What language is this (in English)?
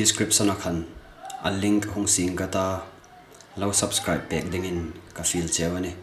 Hmar